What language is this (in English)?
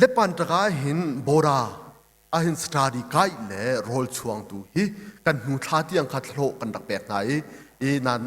Hakha Chin